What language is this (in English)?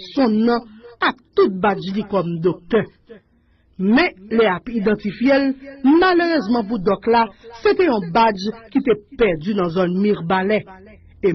Haitian Creole